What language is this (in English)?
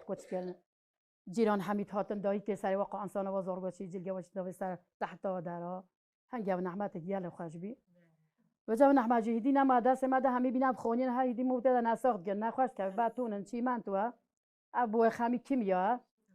Kurdish